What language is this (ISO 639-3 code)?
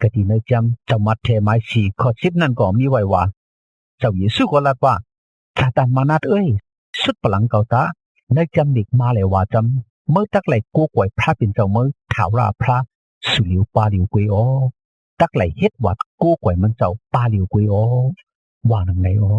shn